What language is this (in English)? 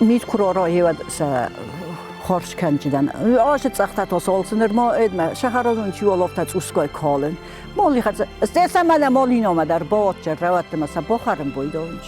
Ossetic